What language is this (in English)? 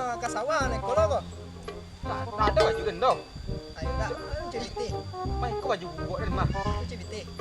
Minangkabau